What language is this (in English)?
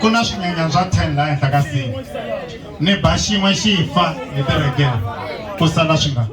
Tsonga